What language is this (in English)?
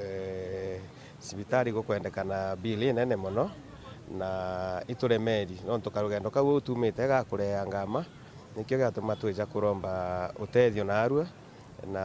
Meru